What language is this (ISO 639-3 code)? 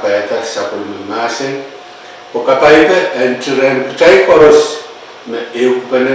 pon